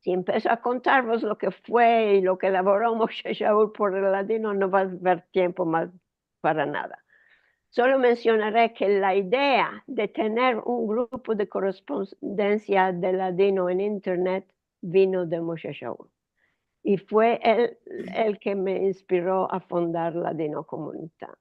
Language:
Ladino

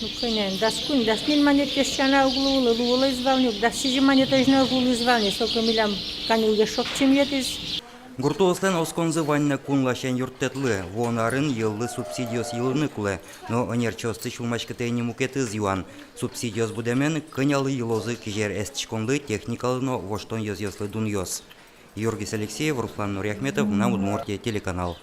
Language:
Udmurt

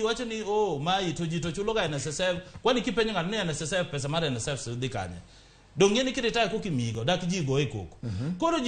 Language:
Luo (Kenya and Tanzania)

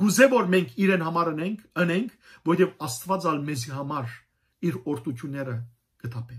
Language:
Western Armenian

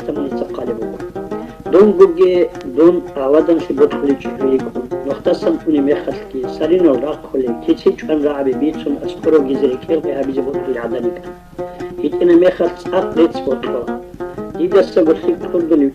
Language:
Avaric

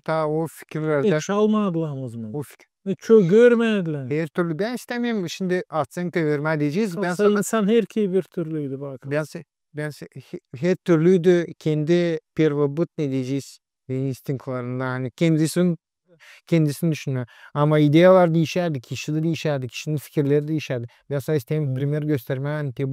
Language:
Gagauz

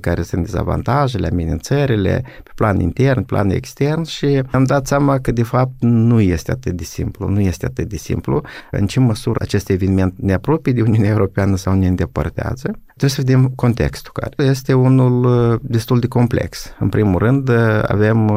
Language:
Romanian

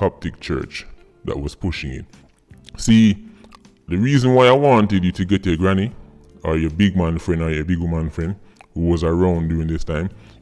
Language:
Jamaican Creole English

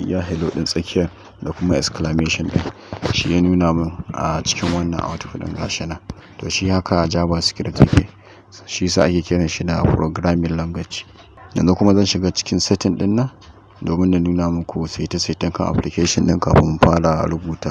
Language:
Hausa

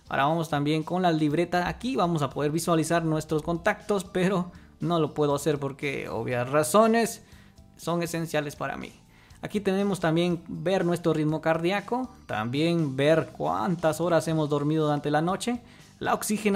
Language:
Spanish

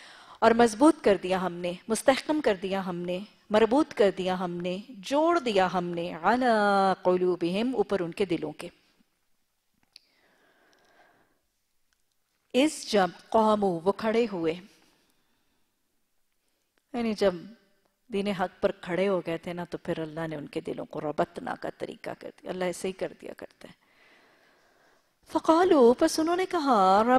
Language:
Urdu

